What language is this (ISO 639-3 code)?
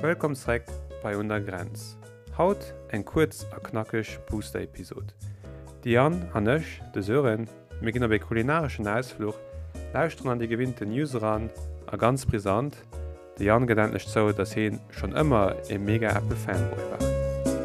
ltz